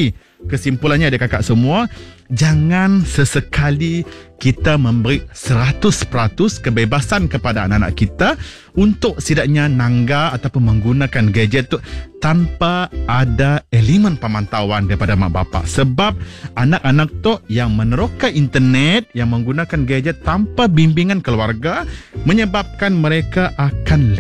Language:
Malay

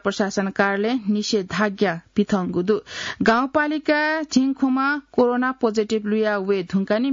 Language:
Newari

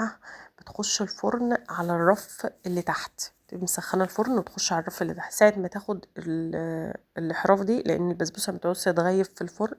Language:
Egyptian Arabic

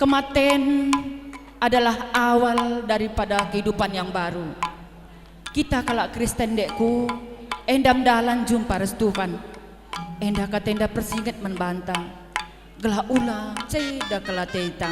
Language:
Batak Karo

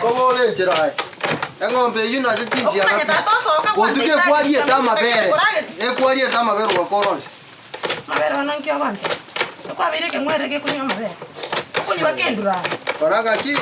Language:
Gusii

